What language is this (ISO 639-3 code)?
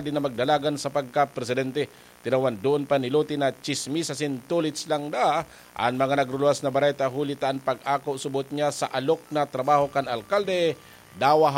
bik